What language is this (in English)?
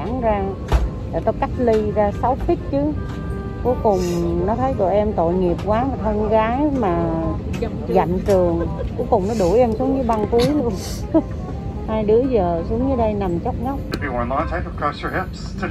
Vietnamese